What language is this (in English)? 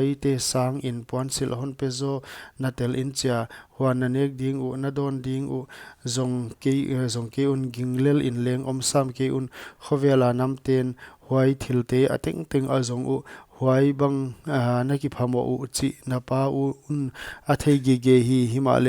Paite Chin